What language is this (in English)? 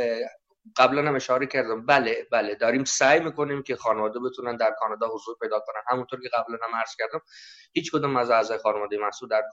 Persian